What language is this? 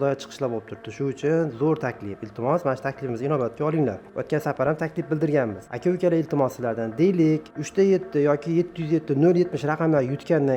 Uzbek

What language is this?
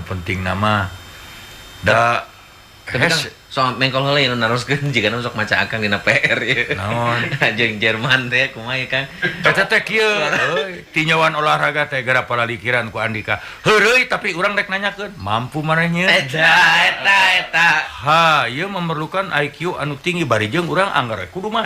Sundanese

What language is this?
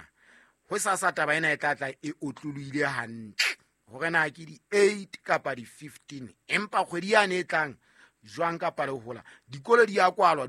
Southern Sotho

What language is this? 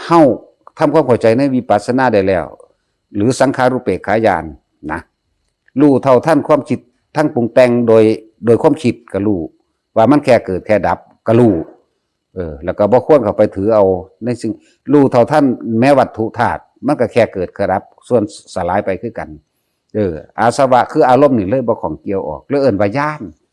Northeastern Thai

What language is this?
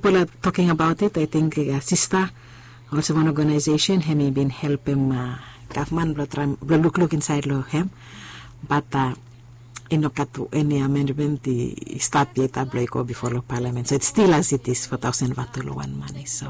Bislama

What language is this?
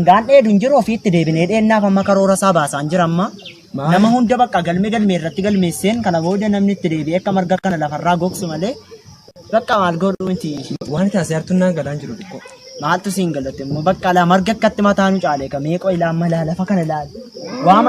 Oromo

